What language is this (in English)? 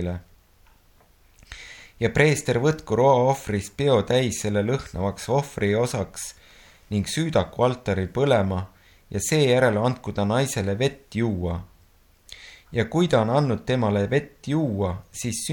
Estonian